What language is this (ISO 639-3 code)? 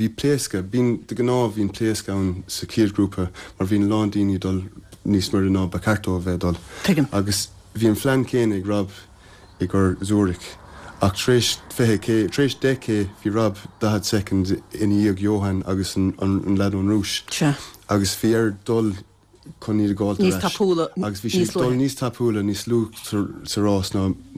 gle